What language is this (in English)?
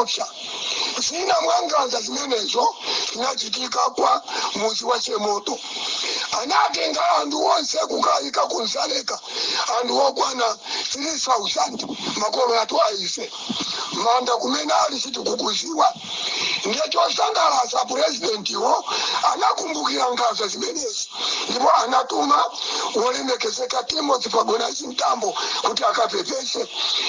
Nyanja